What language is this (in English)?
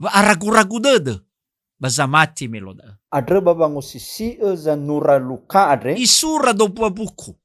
Nias